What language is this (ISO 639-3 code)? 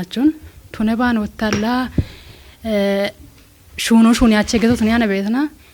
kbr